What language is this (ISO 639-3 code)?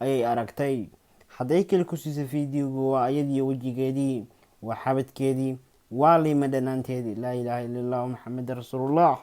som